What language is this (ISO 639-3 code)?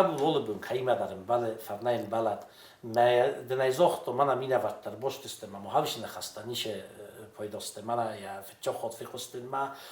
oss